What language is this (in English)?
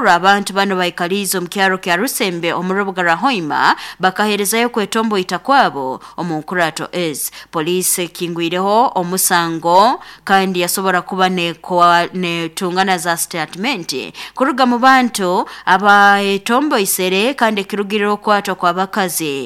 Nyoro